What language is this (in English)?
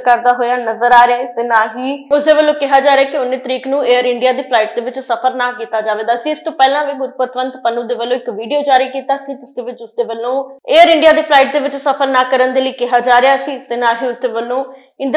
Punjabi